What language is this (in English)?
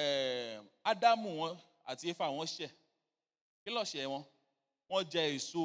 Yoruba